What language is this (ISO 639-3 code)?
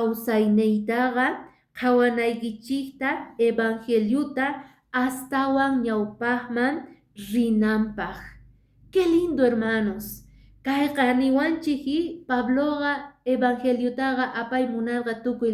que